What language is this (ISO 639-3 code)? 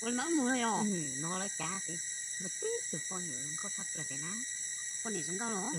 hmn